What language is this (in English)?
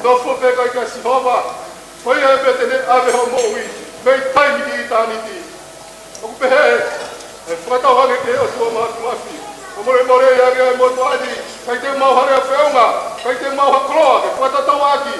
Tongan